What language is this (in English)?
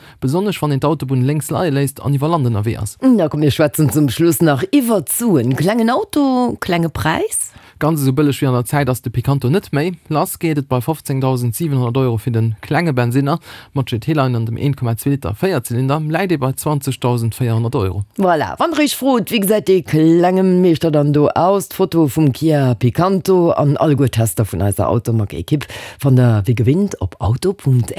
Luxembourgish